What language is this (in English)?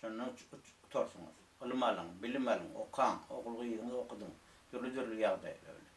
Turkmen